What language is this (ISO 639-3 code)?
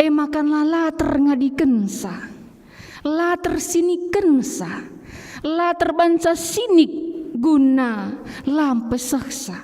btx